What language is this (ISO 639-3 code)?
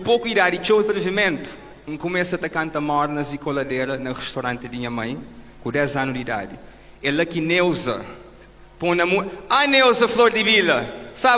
kea